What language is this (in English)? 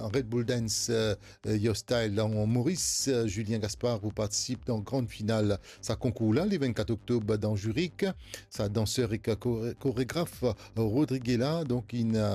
Morisyen